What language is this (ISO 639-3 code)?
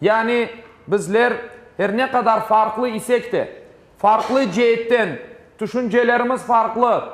crh